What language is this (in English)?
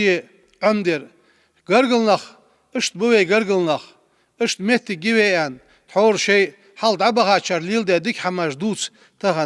Ingush